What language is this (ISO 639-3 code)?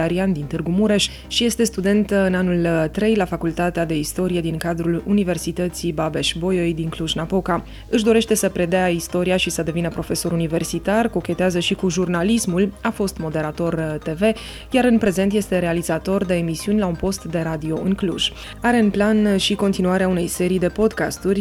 ron